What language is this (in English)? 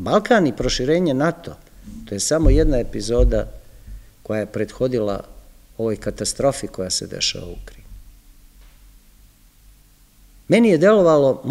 Serbian